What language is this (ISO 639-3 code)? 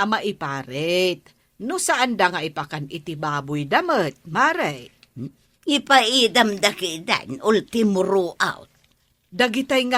ilo